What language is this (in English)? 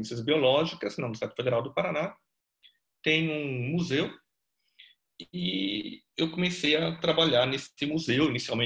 Portuguese